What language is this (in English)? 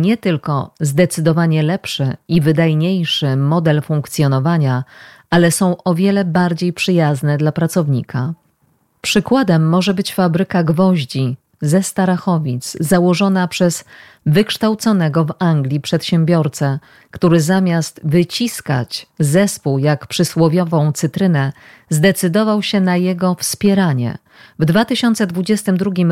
Polish